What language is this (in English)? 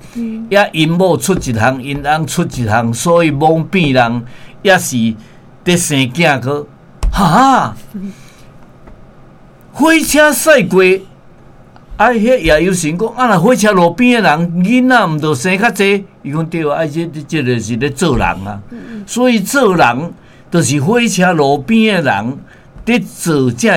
Min Nan Chinese